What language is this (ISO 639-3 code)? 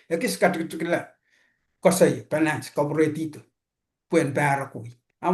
pon